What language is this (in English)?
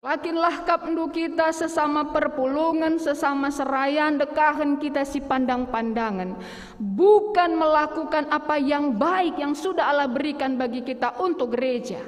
Batak Karo